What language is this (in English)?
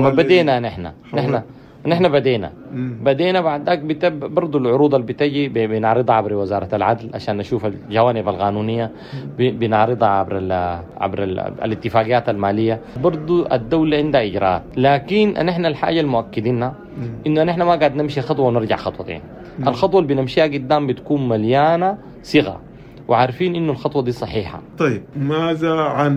Sudanese Arabic